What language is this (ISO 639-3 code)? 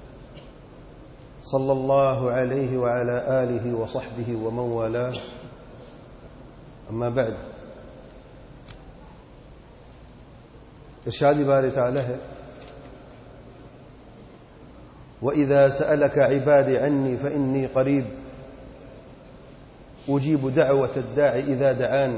urd